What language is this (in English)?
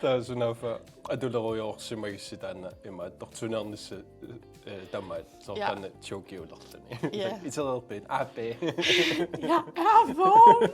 Kalaallisut